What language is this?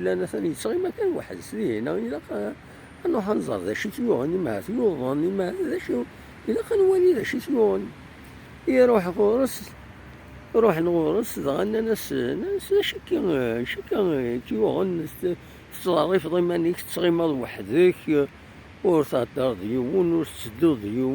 Kabyle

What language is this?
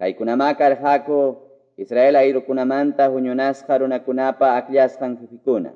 Quechua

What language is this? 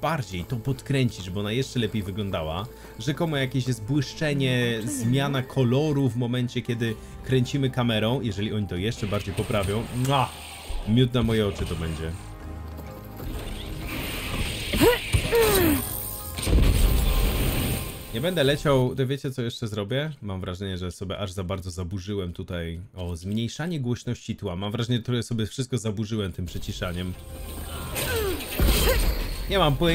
Polish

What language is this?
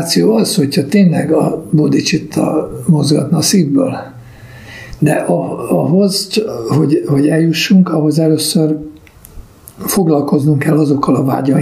Hungarian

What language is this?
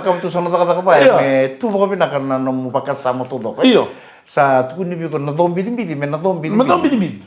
Fijian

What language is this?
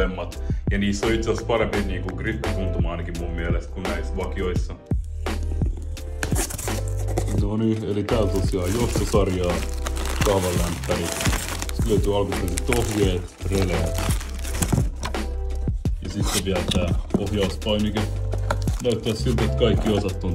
Finnish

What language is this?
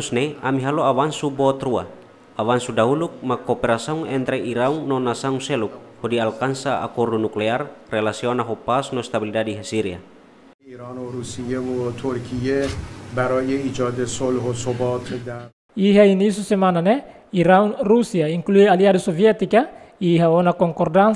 Tetum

